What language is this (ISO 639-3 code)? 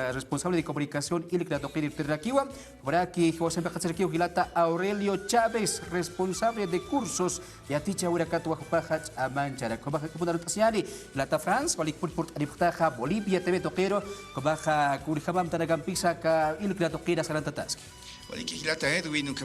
aym